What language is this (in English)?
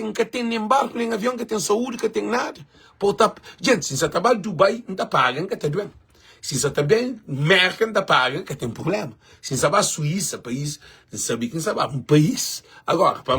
Kabuverdianu